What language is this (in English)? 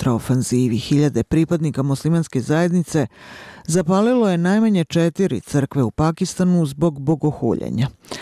Bosnian